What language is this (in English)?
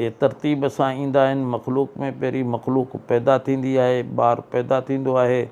Sindhi